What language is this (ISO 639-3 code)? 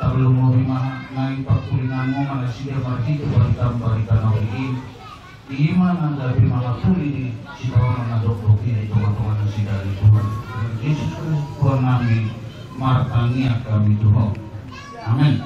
bbc